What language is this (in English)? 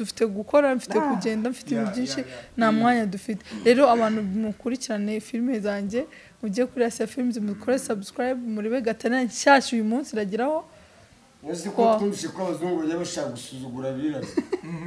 Kinyarwanda